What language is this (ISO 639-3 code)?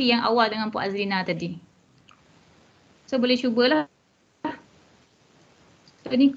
msa